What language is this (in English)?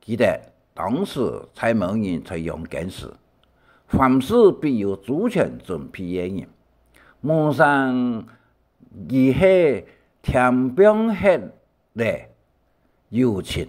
Hakka Chinese